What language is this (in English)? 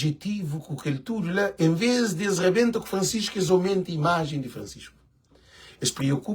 Kabuverdianu